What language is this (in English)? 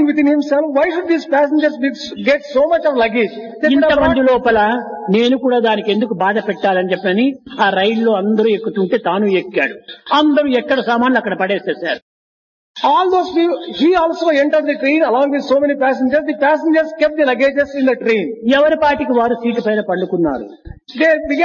Telugu